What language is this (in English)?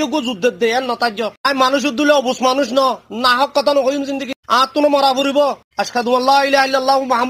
Rohingya